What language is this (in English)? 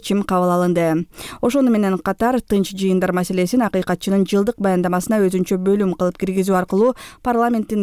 Kyrgyz